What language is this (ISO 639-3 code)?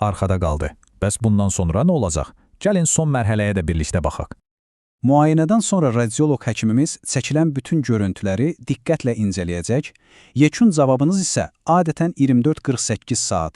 aze